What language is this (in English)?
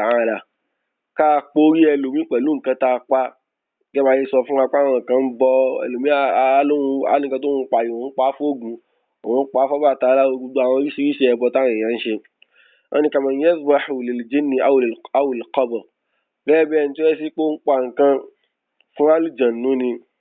Yoruba